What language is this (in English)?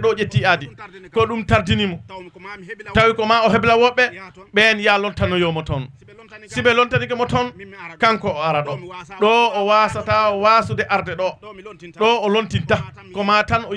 Fula